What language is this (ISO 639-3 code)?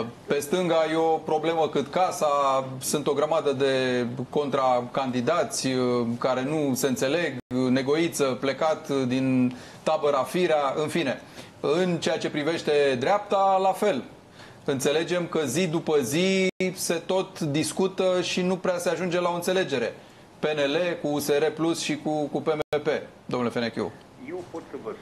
ron